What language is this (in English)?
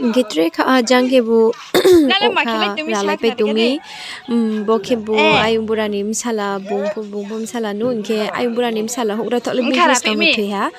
Riang (India)